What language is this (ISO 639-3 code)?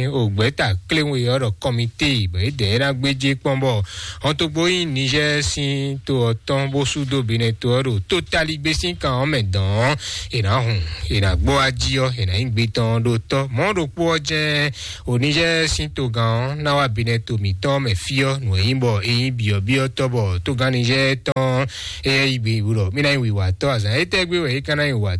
fon